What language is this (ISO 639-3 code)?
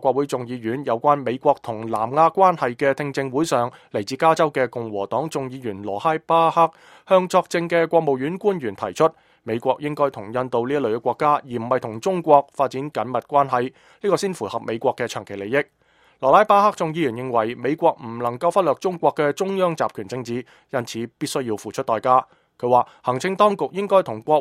yue